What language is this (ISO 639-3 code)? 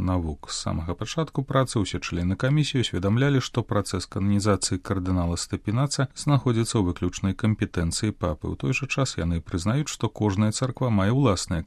bel